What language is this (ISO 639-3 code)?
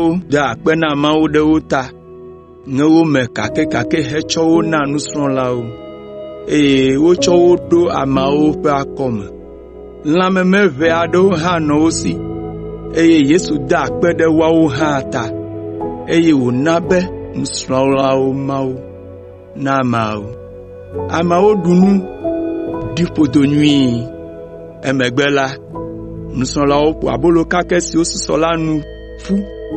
ewe